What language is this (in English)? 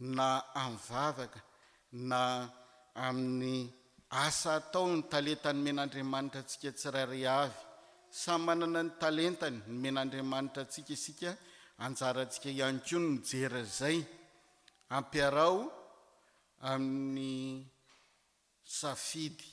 Malagasy